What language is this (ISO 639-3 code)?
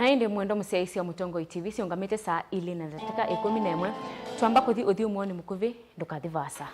kam